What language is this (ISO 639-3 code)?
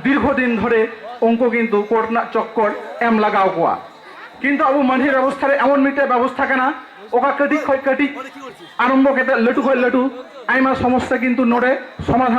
sat